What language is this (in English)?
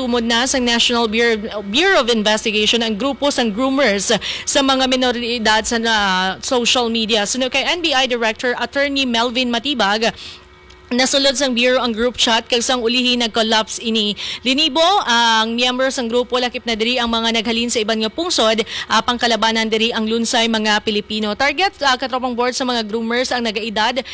Hiligaynon